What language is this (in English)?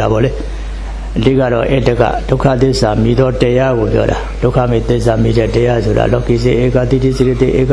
Burmese